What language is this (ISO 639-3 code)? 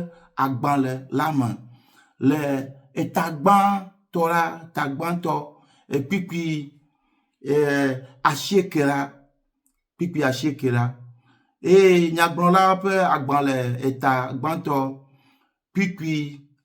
ewe